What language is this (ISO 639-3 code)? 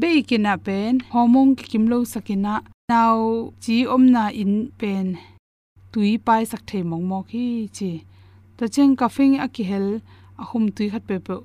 ctd